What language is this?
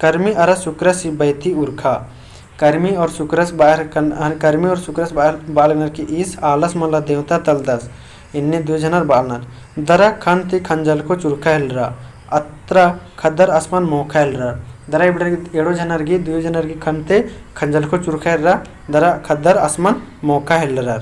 Kurukh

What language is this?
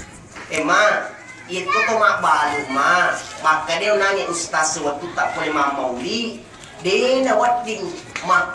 Buginese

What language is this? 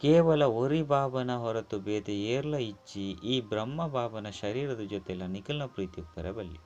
Tulu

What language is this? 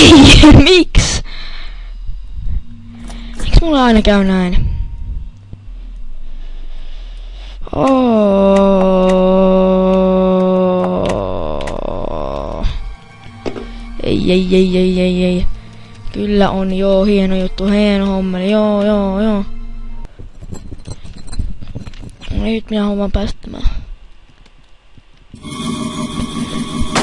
Finnish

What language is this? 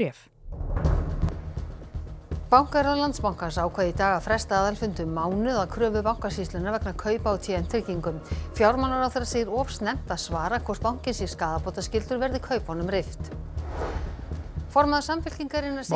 Icelandic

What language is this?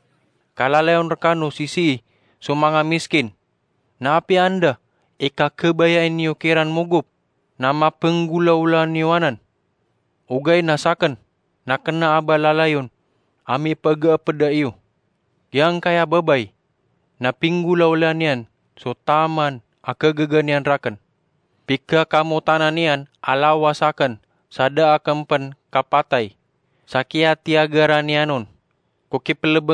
Maranao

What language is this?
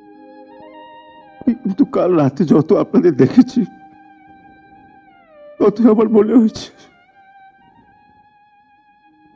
Bangla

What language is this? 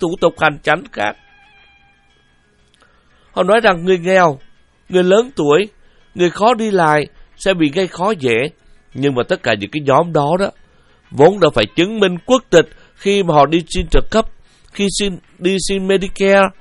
Vietnamese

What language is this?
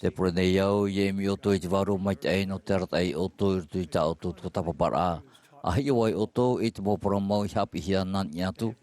Tahitian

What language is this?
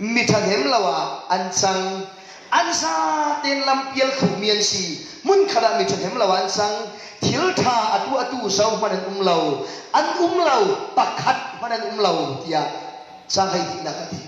Falam Chin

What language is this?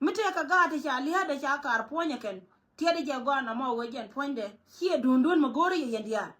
Nuer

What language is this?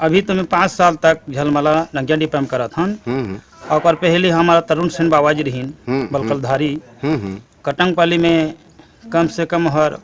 Chhattisgarhi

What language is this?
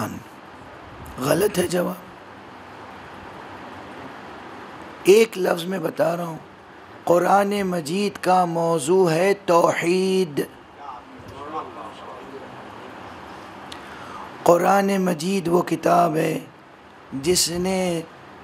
Urdu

